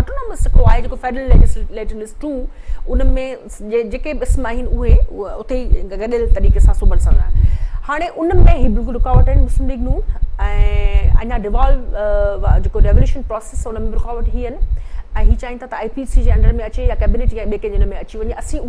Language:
Sindhi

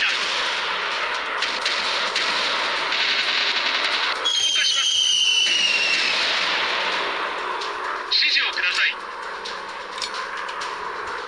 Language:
Japanese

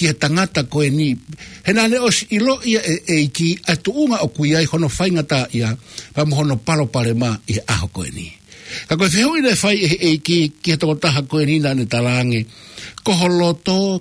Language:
Tongan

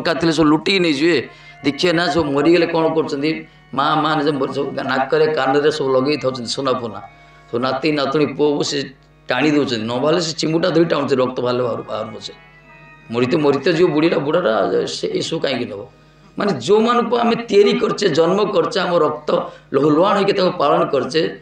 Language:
Odia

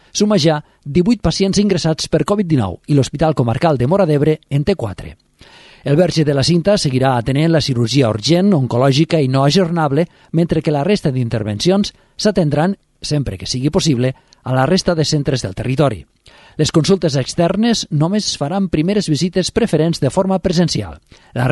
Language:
Catalan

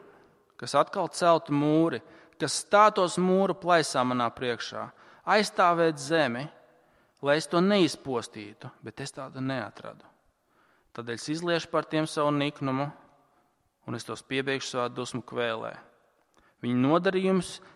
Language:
Latvian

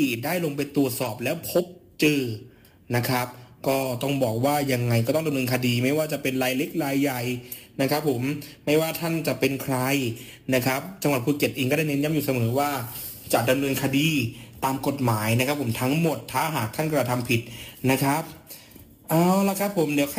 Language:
Thai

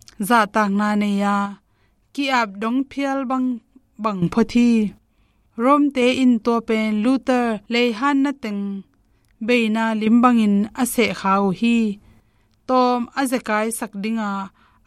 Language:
Tedim Chin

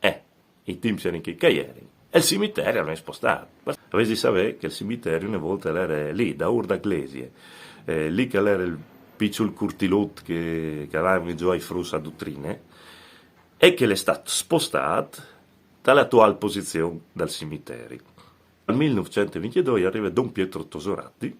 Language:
Friulian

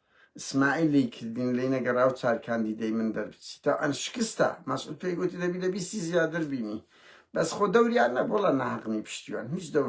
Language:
Central Kurdish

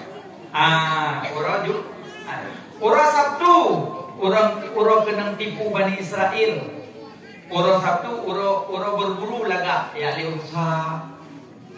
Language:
Achinese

